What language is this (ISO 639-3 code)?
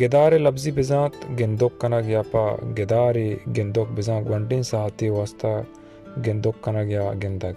bal